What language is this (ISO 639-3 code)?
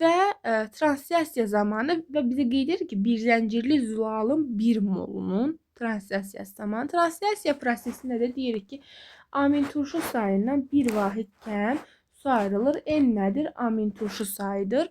aze